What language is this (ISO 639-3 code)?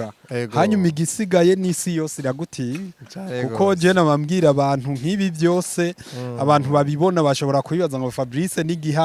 run